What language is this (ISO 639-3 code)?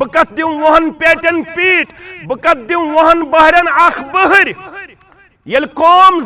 kas